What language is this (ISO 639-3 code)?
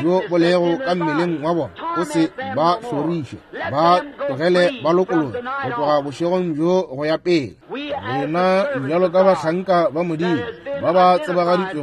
nso